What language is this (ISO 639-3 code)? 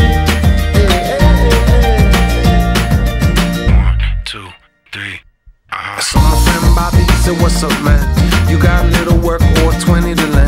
eng